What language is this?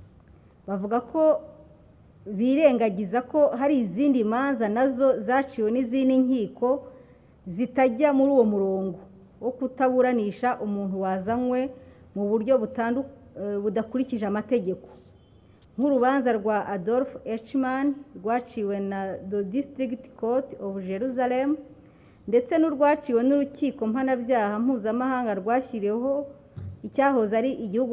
Kinyarwanda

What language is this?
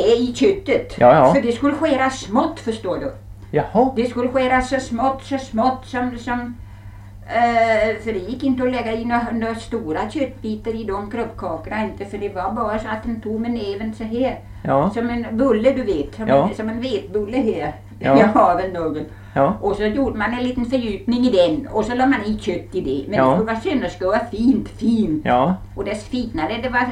Swedish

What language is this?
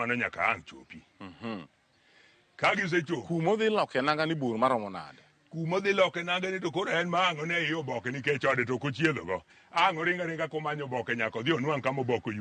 Luo (Kenya and Tanzania)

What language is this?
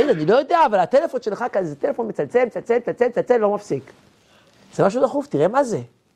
Hebrew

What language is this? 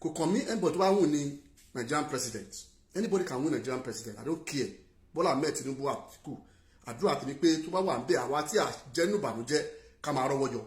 Yoruba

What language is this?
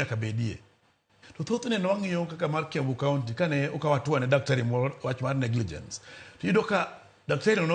Luo (Kenya and Tanzania)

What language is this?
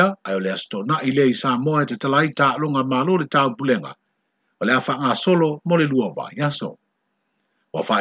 Samoan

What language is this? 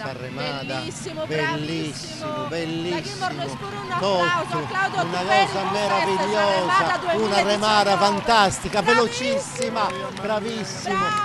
Sardinian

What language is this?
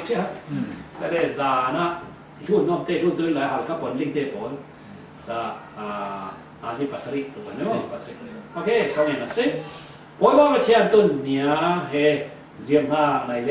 Falam Chin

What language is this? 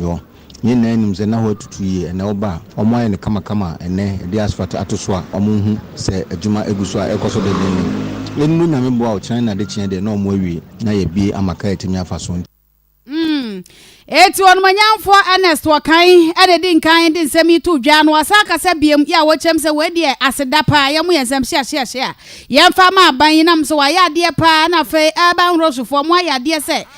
Akan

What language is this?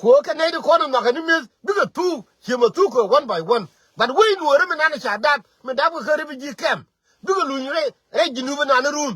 Nuer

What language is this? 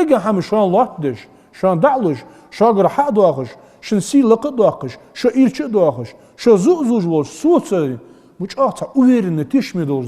Ingush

